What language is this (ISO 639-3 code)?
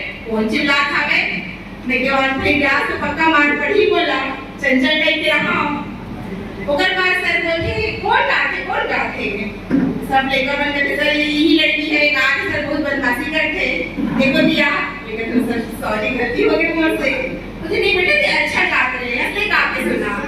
hne